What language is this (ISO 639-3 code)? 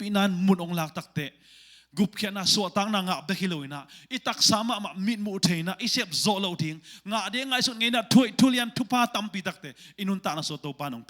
ctd